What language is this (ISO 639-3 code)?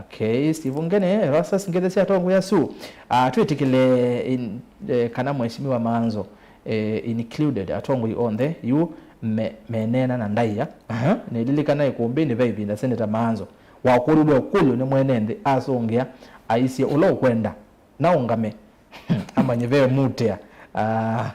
kam